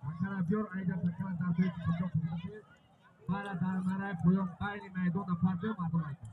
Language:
Tajik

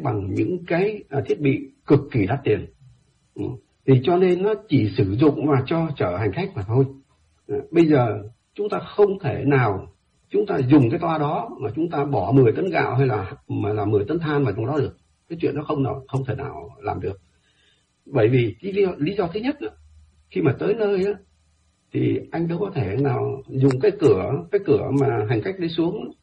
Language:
Vietnamese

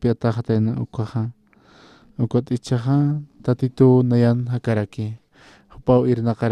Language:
Aymara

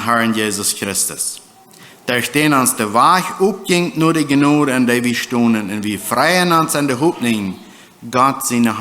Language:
Plautdietsch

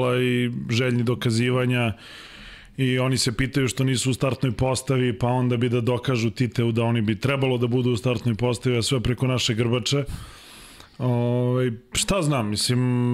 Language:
Serbian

